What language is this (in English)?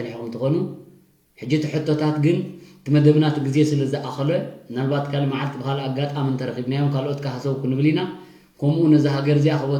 Tigrinya